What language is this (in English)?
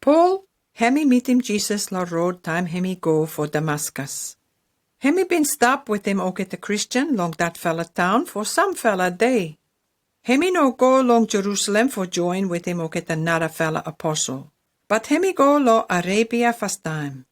Pijin